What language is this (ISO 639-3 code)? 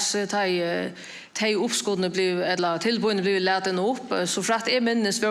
fao